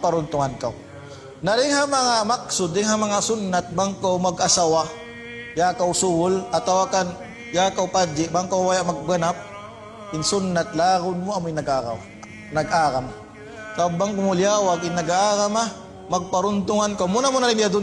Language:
Tausug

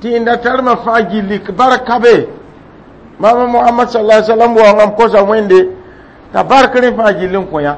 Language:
Mossi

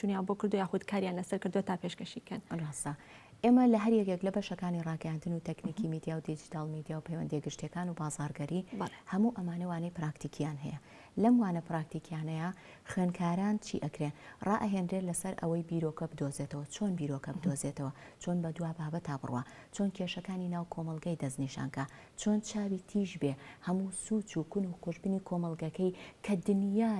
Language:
Central Kurdish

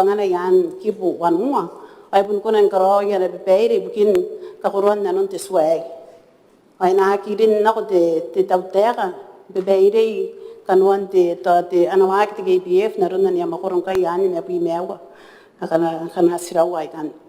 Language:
Gilbertese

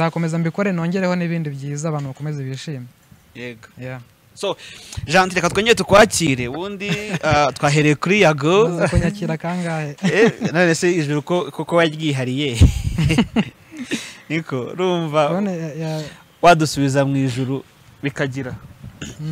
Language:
Kinyarwanda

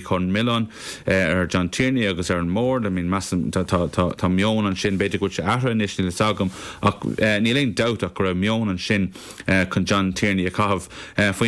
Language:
Irish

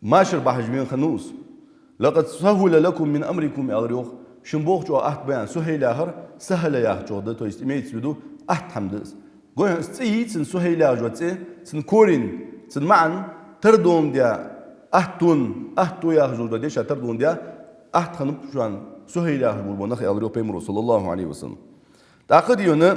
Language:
Ingush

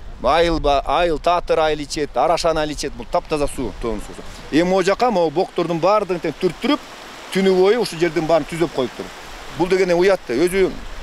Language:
Kyrgyz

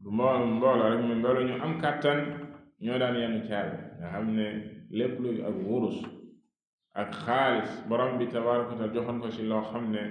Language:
Wolof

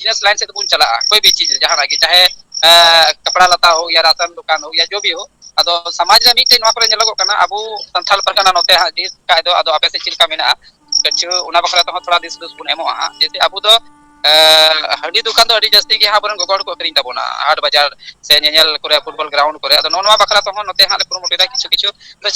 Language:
Santali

